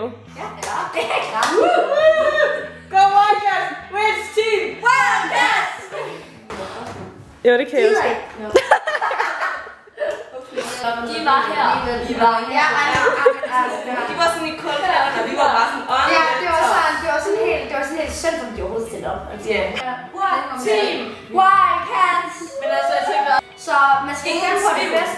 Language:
Danish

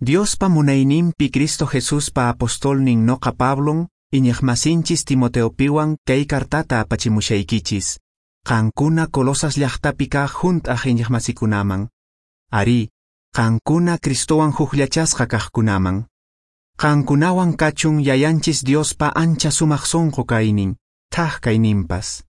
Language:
Quechua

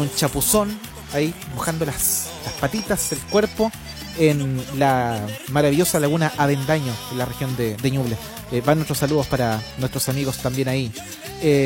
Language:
Spanish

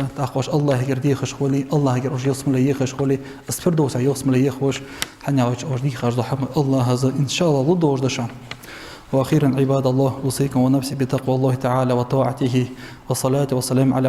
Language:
Ingush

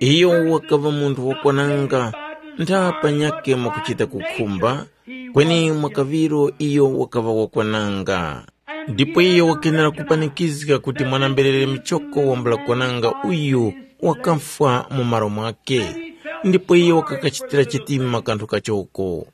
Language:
Tumbuka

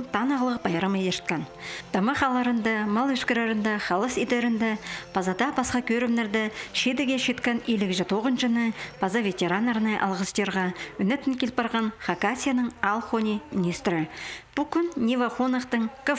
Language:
Khakas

